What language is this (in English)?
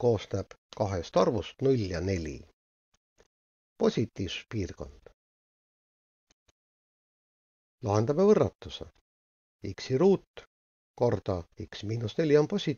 Estonian